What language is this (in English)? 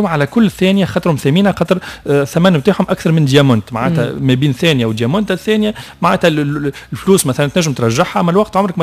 Tunisian Arabic